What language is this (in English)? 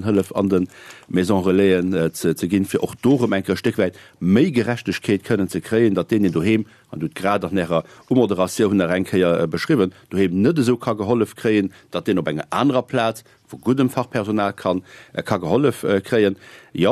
Luxembourgish